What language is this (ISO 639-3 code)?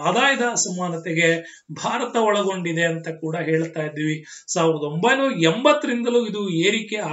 kan